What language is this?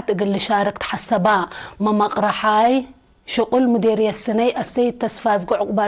Tigre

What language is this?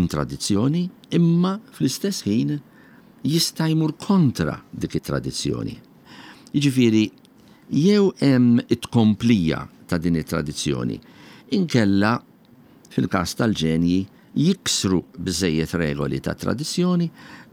Maltese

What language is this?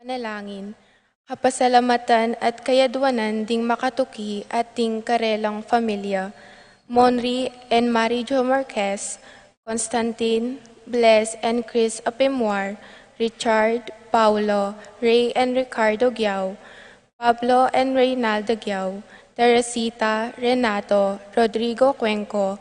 Pampanga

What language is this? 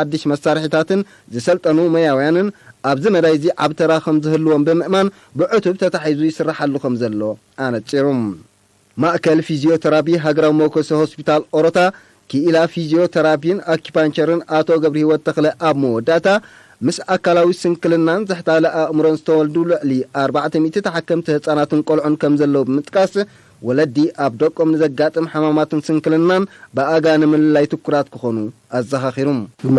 Tigrinya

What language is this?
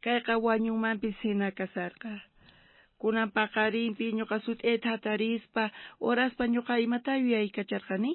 South Bolivian Quechua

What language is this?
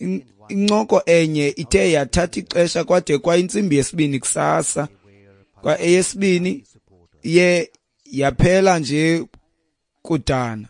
Xhosa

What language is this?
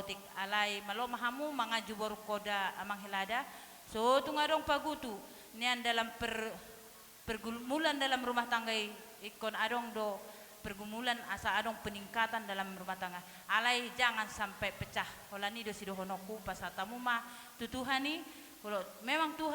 Batak Toba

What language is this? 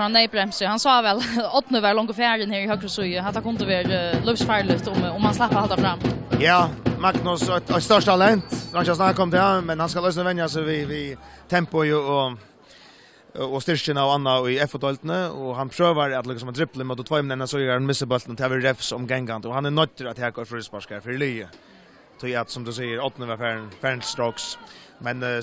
Faroese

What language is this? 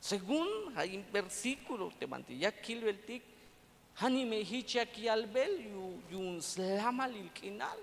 Tzeltal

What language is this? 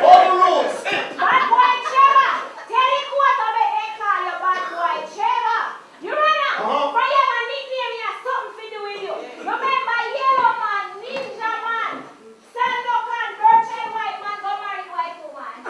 Jamaican Creole English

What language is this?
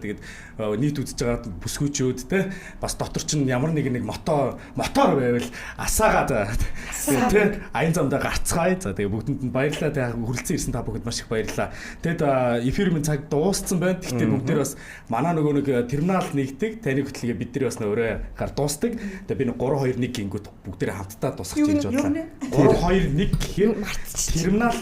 Mongolian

